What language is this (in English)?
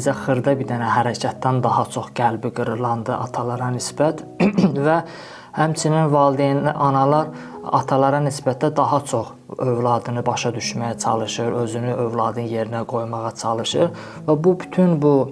Azerbaijani